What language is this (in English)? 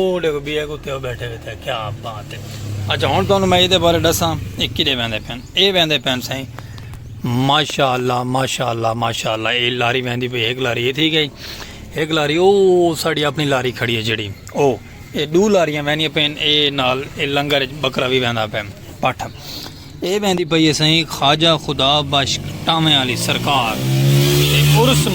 Saraiki